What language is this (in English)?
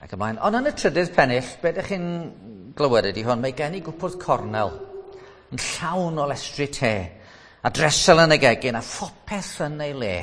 Welsh